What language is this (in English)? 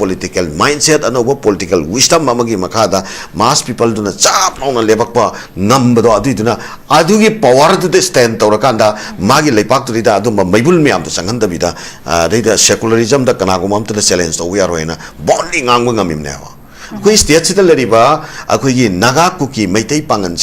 Manipuri